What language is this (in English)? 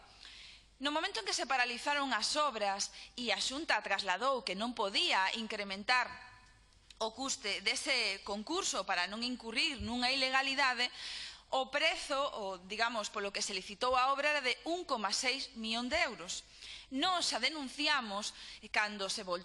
Galician